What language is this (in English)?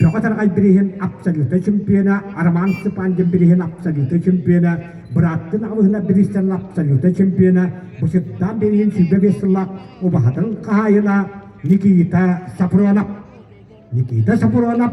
Yakut